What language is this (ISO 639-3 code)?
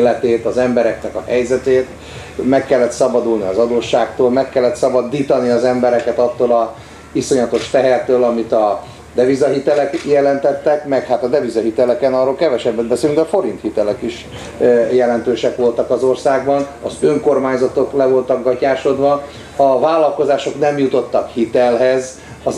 hun